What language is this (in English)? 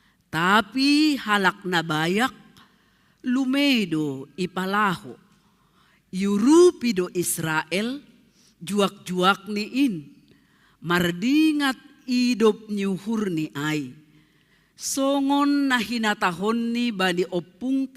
Batak Simalungun